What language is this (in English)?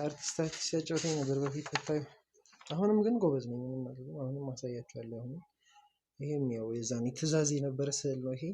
Amharic